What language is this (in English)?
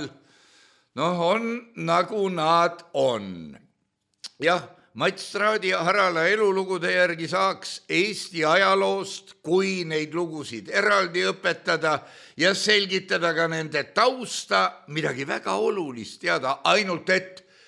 Estonian